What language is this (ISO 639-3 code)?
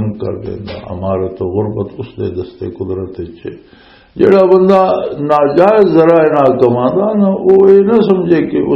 lah